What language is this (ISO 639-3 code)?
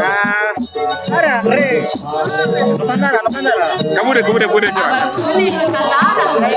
mad